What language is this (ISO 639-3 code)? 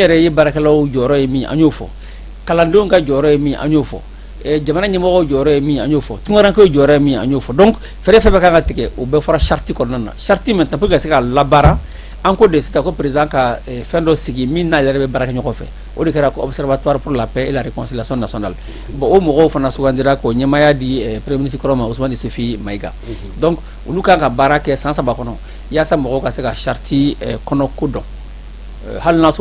bam